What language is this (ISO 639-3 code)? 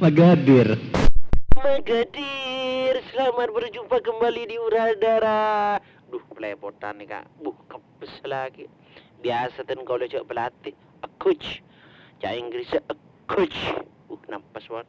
mad